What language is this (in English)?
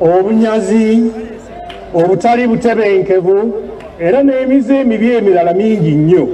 Ganda